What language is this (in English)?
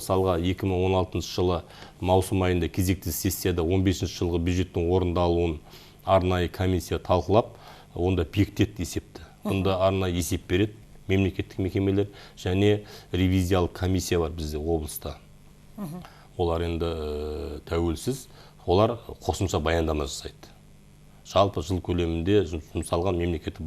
Kazakh